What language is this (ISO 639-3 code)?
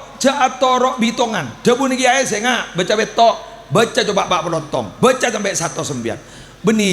mad